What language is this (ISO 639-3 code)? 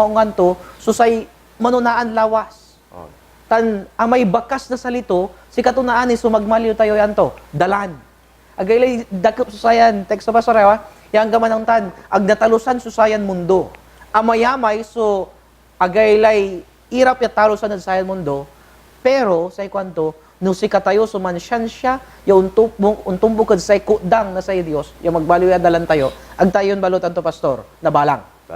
pag